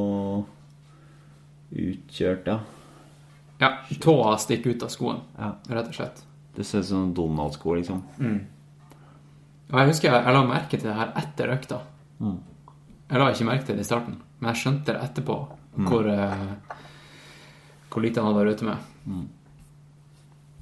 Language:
Norwegian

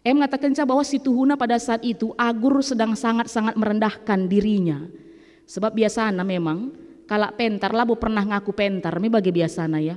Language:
Batak Karo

